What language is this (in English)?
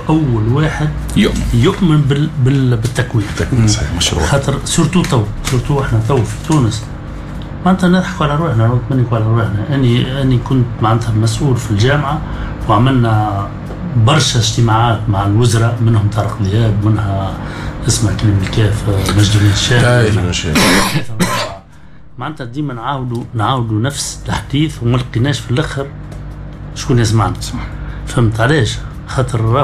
Tunisian Arabic